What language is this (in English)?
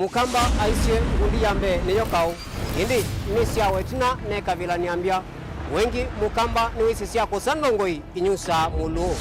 Kamba